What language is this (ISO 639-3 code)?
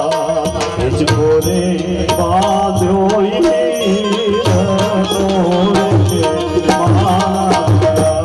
guj